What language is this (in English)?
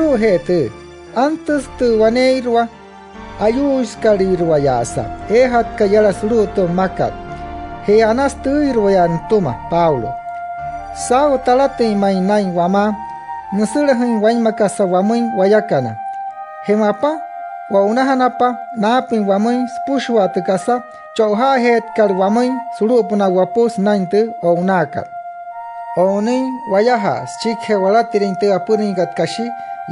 Wayuu